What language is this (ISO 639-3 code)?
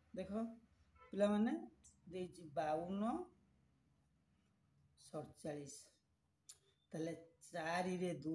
ori